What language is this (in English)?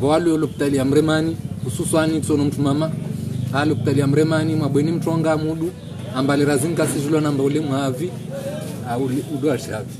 Ngazidja Comorian